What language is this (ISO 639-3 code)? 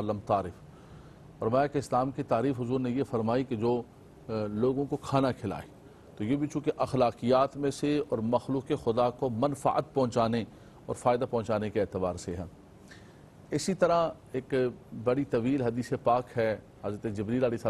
urd